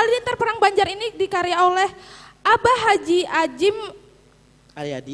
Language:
Banjar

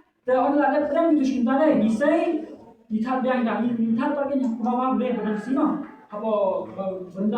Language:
Khasi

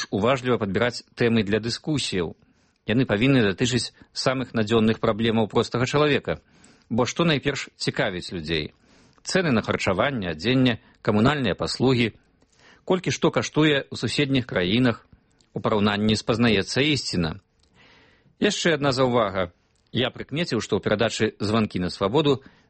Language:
Belarusian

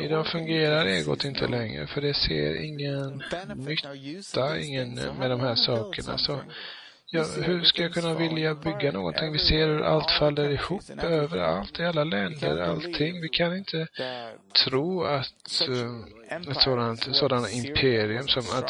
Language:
Swedish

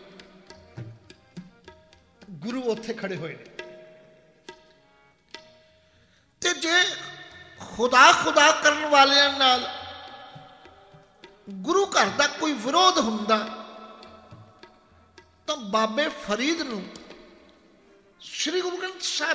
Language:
Punjabi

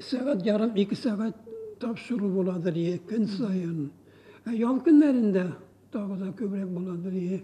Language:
Tatar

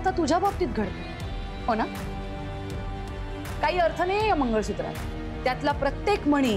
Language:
Marathi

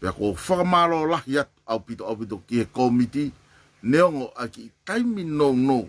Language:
Tongan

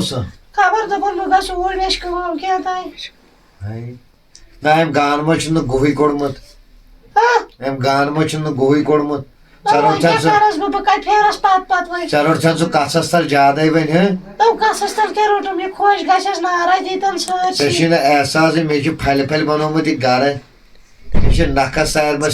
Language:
Kashmiri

